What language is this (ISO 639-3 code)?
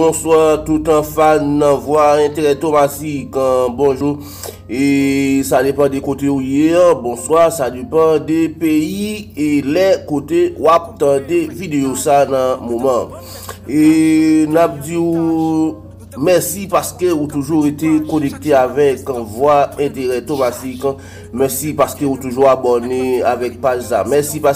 hat